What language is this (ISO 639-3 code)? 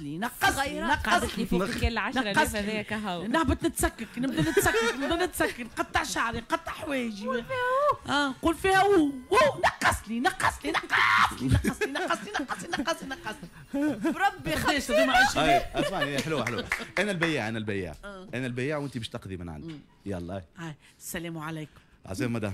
aeb